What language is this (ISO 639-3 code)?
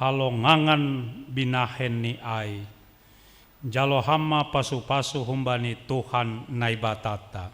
bts